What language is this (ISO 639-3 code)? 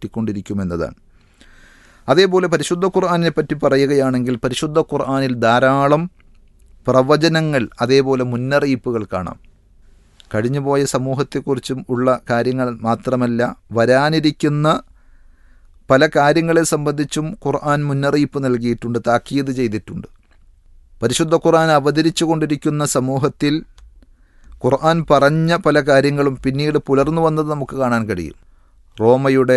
mal